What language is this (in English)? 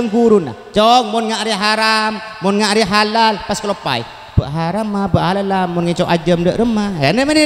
Madurese